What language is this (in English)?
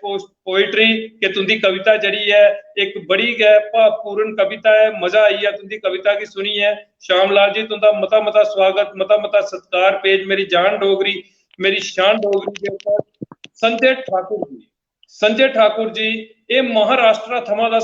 Dogri